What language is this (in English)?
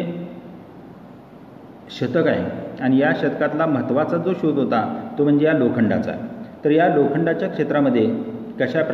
Marathi